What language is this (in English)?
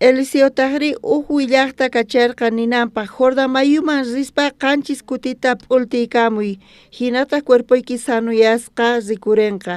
South Bolivian Quechua